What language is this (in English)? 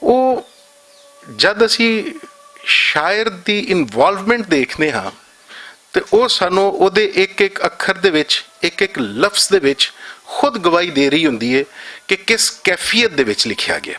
Western Panjabi